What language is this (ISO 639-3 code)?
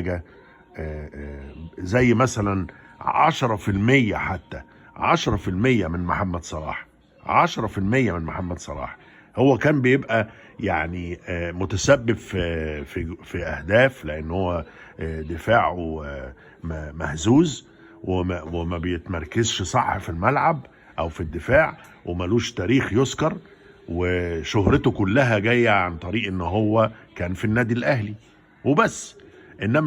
arz